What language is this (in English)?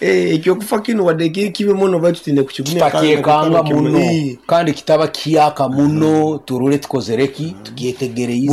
Nyankole